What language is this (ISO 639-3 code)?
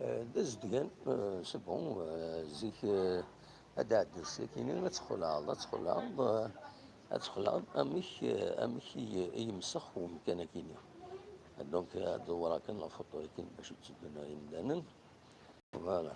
kab